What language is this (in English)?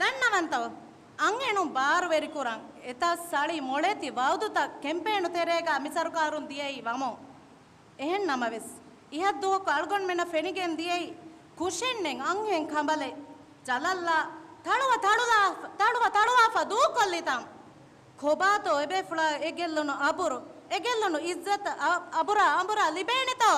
Divehi